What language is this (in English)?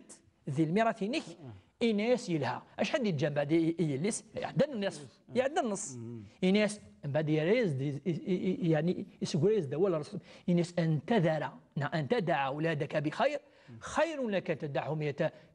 Kabyle